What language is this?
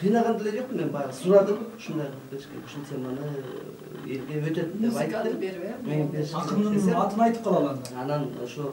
Kyrgyz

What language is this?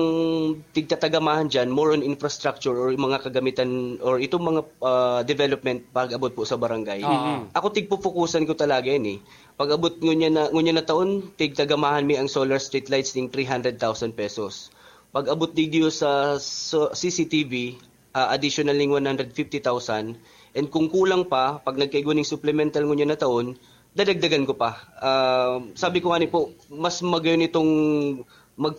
Bikol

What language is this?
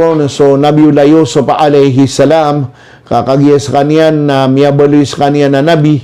Maranao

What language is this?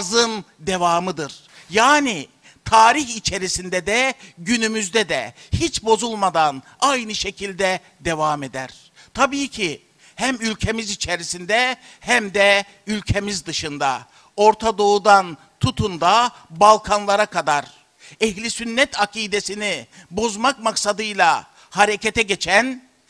Turkish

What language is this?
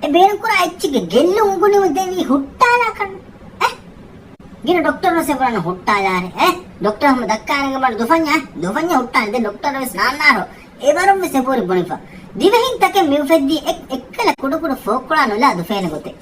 Divehi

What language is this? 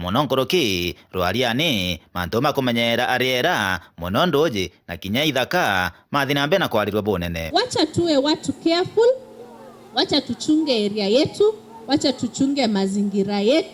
Meru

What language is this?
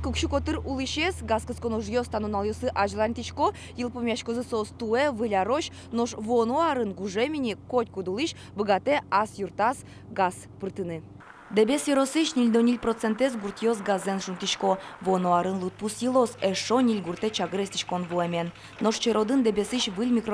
Udmurt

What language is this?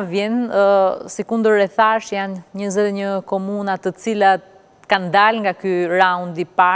Albanian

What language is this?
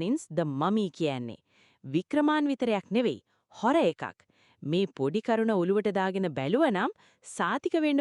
Sinhala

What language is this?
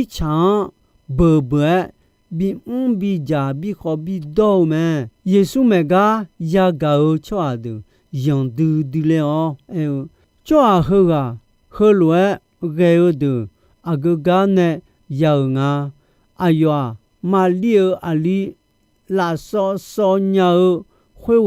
Akha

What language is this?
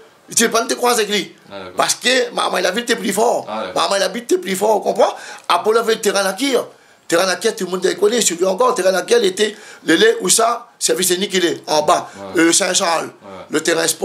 Réunion Creole French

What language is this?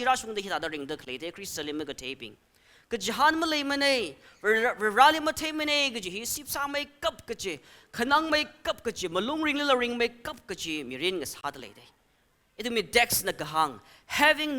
Tangkhul Naga (India)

